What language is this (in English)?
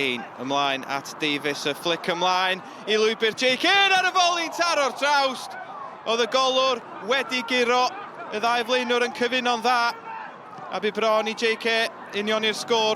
Welsh